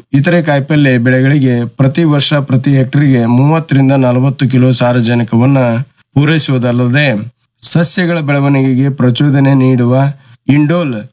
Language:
Kannada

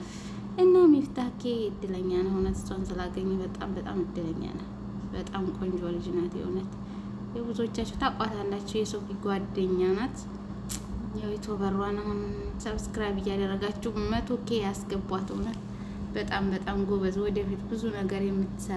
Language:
Amharic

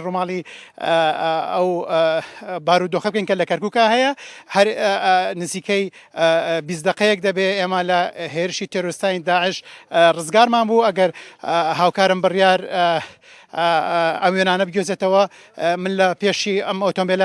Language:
Central Kurdish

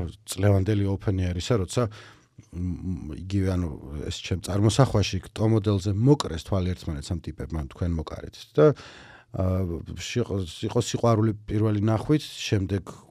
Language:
Georgian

